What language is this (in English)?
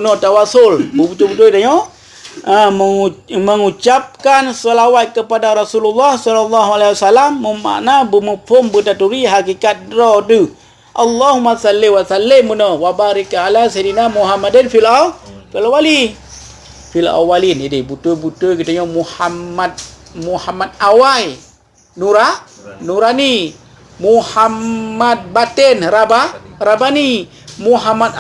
Achinese